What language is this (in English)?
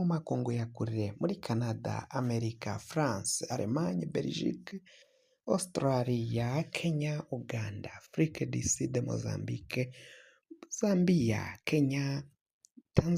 Rundi